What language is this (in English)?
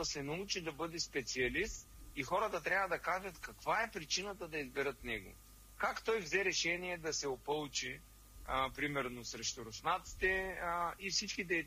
Bulgarian